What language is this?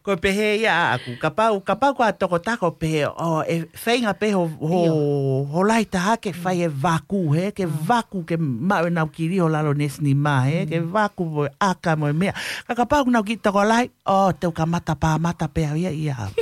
Tongan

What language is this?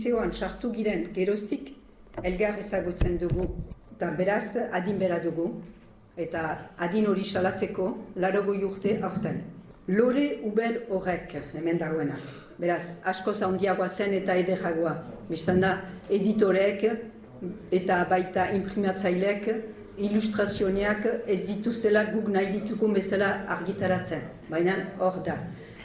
Basque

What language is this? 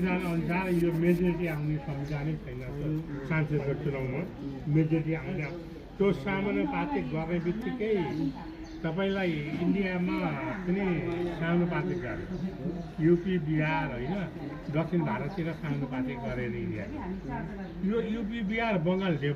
Nepali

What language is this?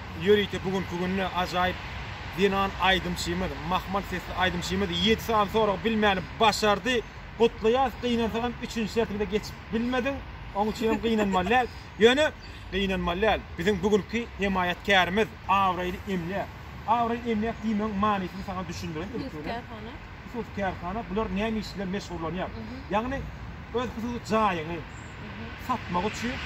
Turkmen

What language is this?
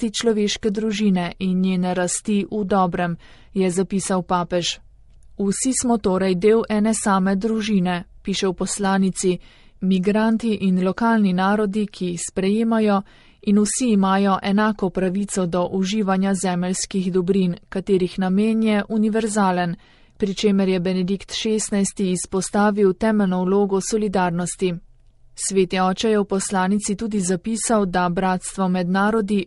Slovenian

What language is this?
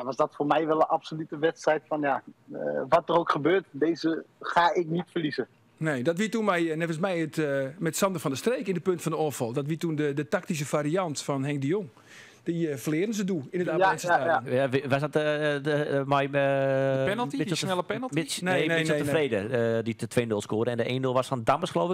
Western Frisian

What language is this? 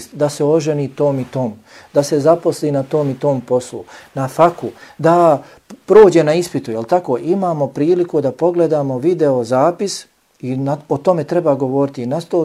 Bosnian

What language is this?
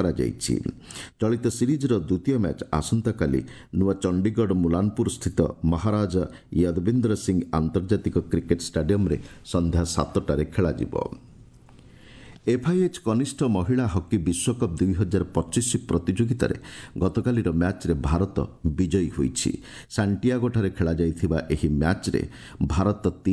Odia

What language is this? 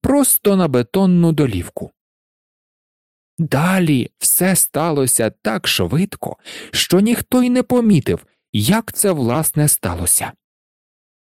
Ukrainian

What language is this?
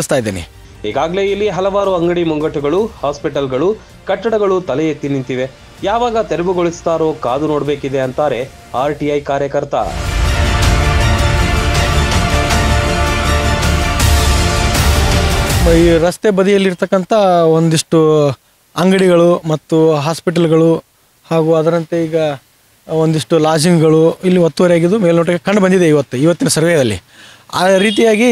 Kannada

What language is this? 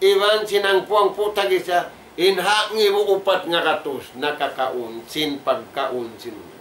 Tausug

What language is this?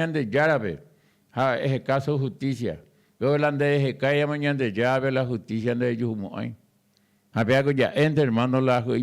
Guarani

